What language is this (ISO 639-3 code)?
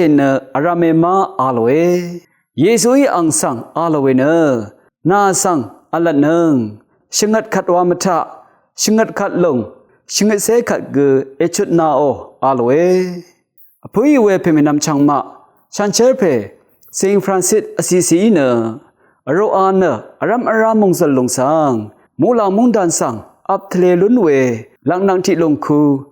raw